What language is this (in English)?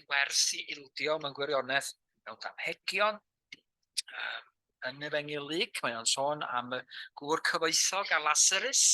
Welsh